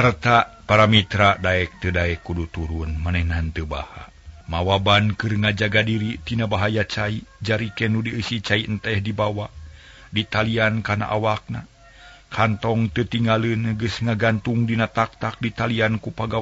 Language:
Sundanese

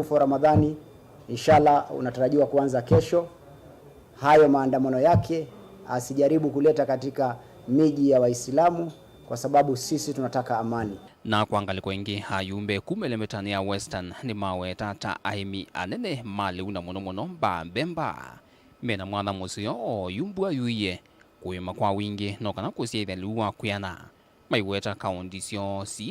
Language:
Kamba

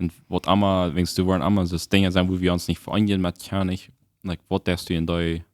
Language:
Plautdietsch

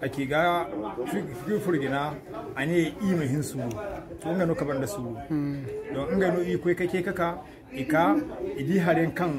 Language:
Zarma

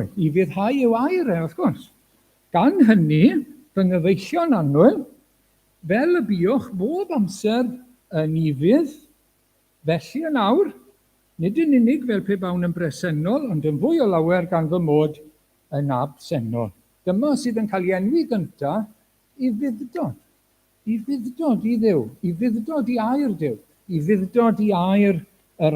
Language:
Welsh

